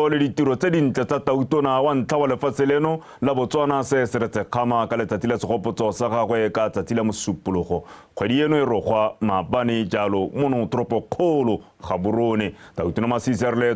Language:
Tswana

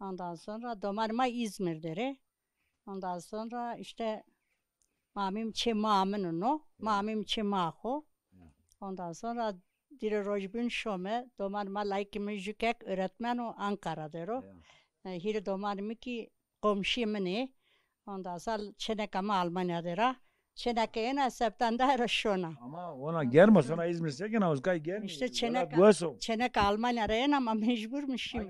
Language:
Zaza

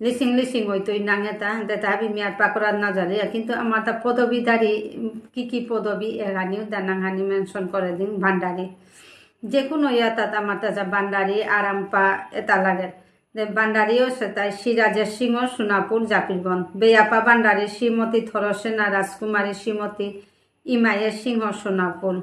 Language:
Bishnupriya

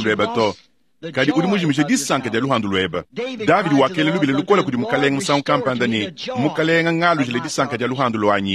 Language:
Luba-Lulua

